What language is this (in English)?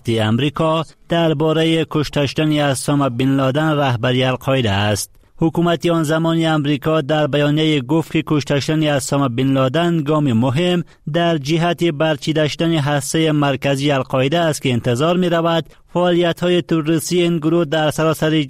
Persian